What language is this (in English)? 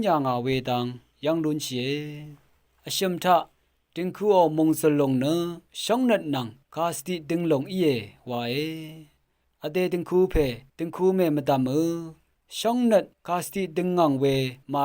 Rawang